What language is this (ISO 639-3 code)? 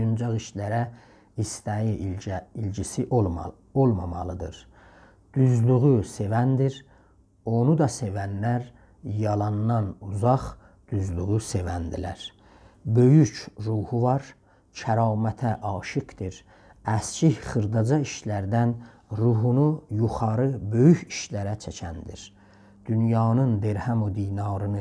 azb